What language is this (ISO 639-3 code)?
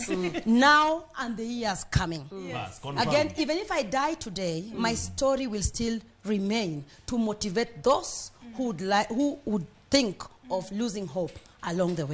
luo